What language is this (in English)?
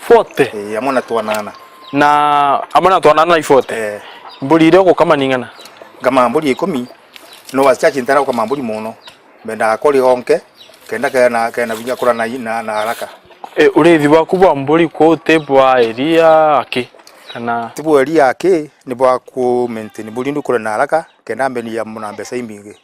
Meru